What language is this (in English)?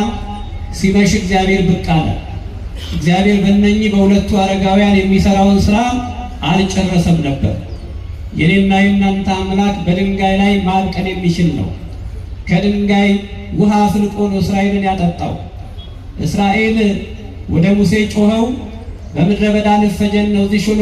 Amharic